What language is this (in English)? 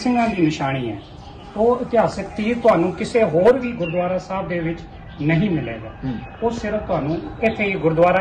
Punjabi